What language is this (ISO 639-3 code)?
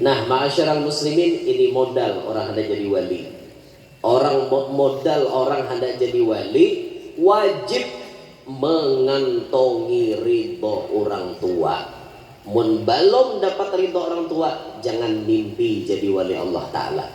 bjn